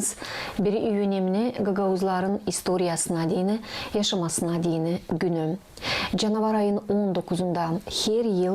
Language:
Gagauz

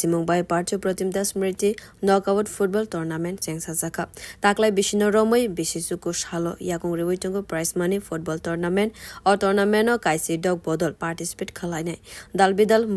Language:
Kok Borok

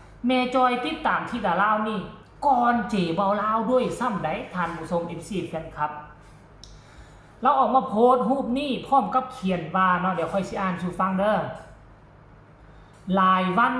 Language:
Lao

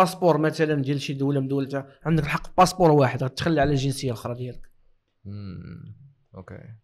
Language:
Moroccan Arabic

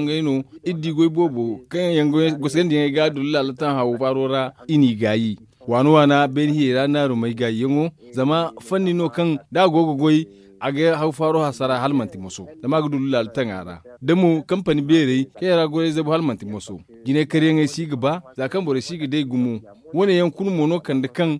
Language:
Zarma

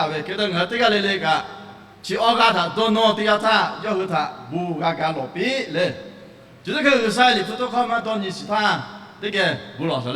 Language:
Lahu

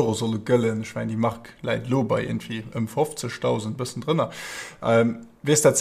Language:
Luxembourgish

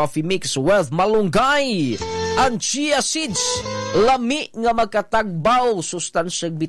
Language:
Cebuano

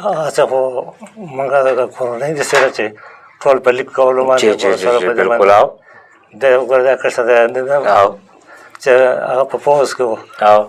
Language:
Pashto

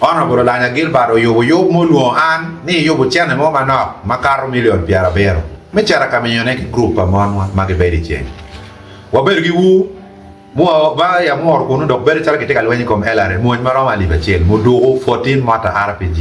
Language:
Acoli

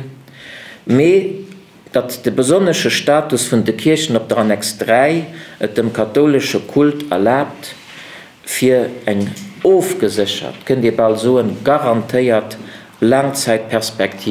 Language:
Luxembourgish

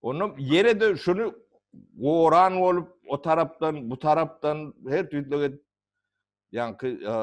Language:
Turkmen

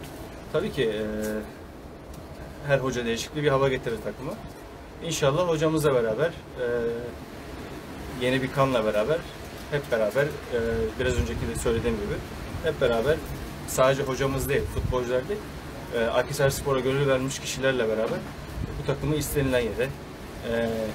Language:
Turkish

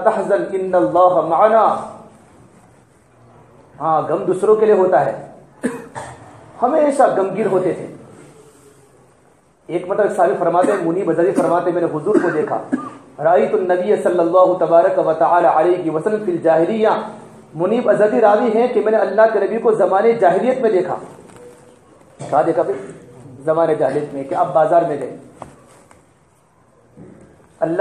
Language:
Urdu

